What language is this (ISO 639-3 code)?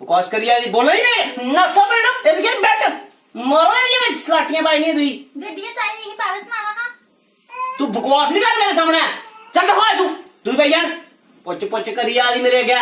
doi